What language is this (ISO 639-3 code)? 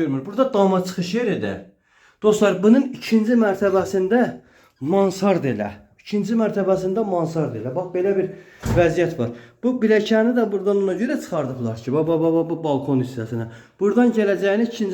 aze